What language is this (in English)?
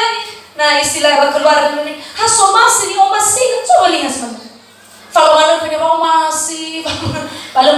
Nias